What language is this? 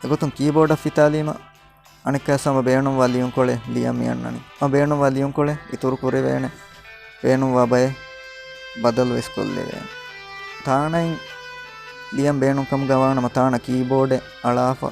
Divehi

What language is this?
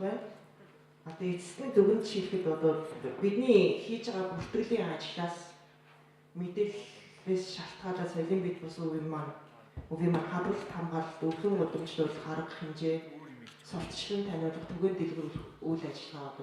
Mongolian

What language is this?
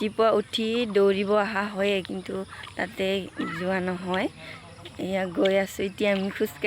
Assamese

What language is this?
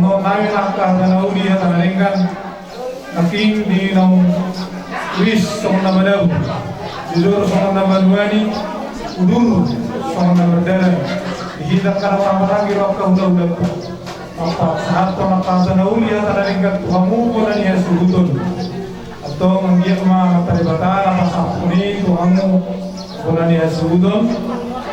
Batak Toba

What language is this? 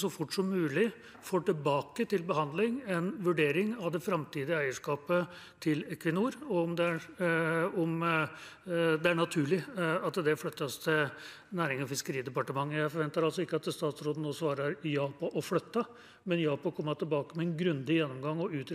Norwegian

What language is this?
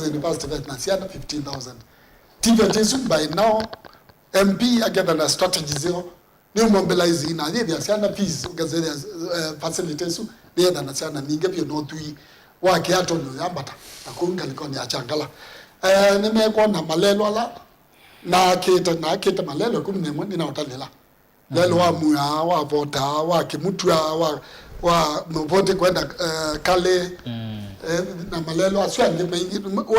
Kamba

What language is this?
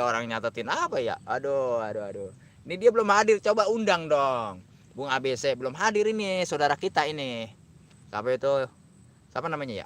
Betawi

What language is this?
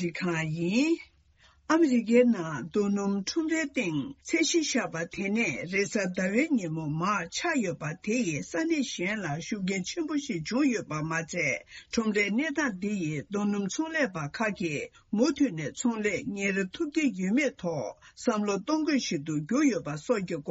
Tibetan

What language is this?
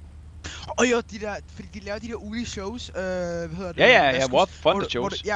Danish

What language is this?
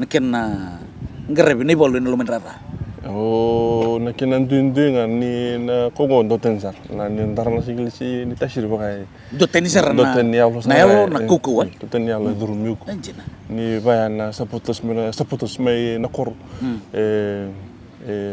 Fijian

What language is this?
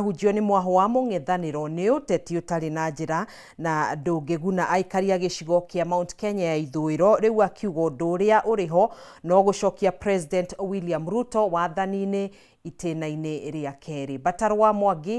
Kikuyu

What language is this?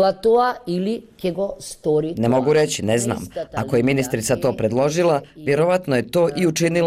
Bosnian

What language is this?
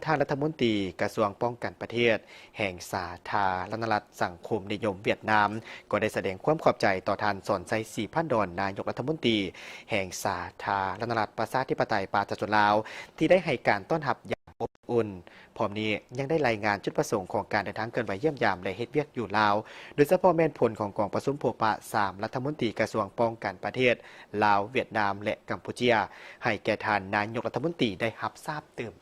Lao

